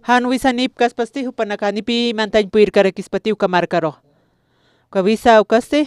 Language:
Aymara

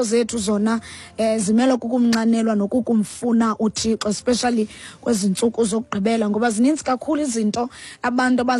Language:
Xhosa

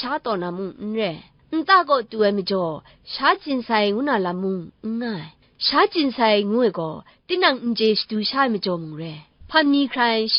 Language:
Kachin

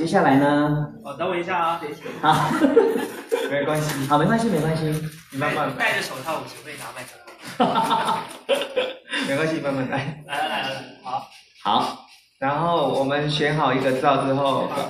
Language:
Chinese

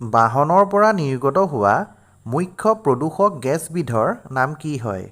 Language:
Assamese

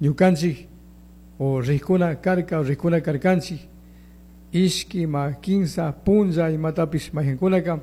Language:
Chimborazo Highland Quichua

